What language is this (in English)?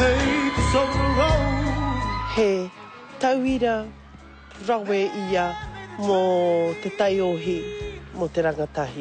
Māori